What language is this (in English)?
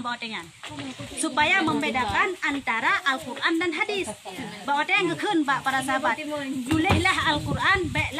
Achinese